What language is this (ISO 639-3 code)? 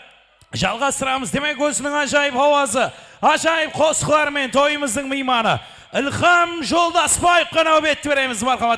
kaa